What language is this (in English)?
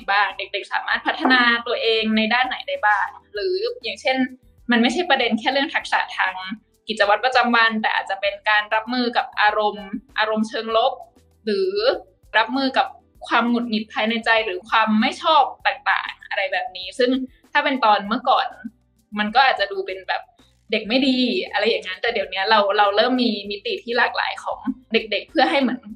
Thai